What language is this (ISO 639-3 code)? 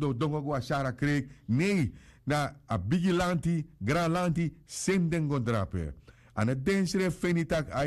srn